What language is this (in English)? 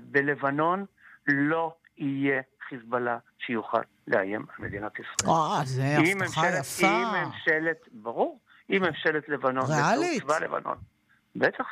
Hebrew